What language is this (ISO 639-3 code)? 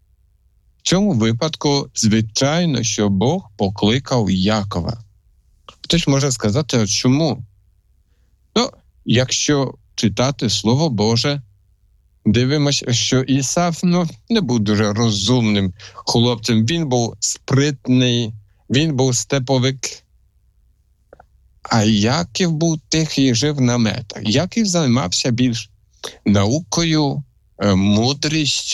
ukr